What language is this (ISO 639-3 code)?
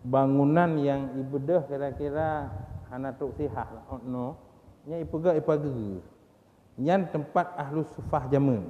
ace